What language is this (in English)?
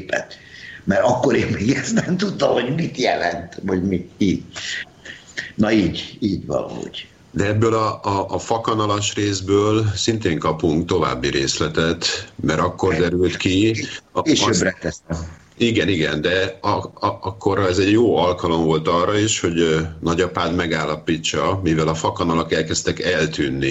Hungarian